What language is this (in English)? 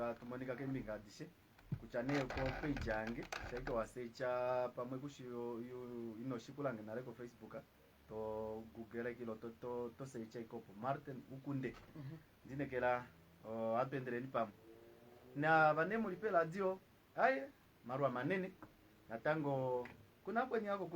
Kuanyama